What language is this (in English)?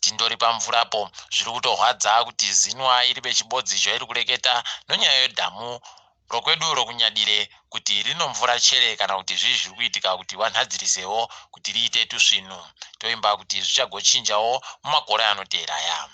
Ndau